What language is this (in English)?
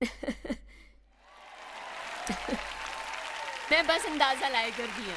Dogri